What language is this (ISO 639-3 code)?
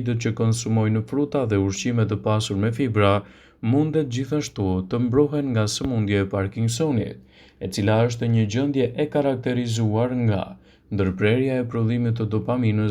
sqi